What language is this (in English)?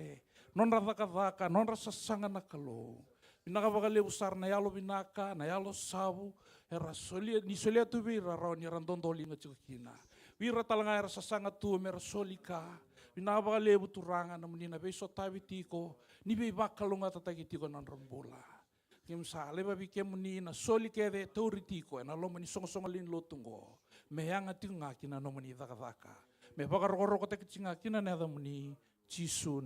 Fijian